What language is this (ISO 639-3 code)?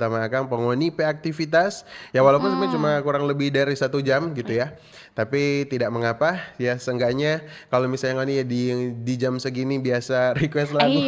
xmm